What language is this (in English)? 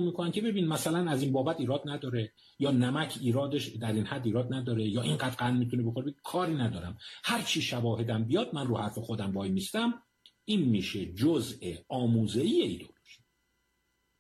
Persian